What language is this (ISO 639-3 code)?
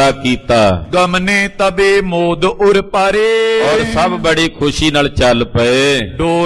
pan